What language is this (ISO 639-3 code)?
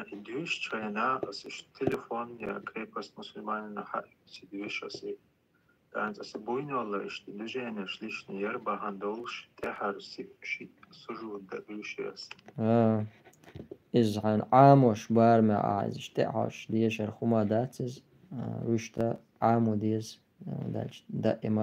che